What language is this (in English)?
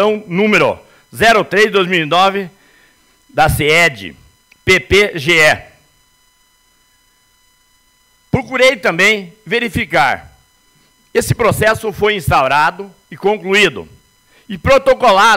Portuguese